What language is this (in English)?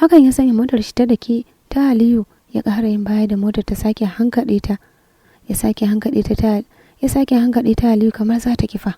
Hausa